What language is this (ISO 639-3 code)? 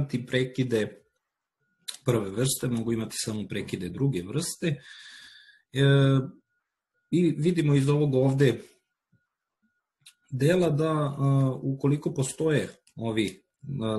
srp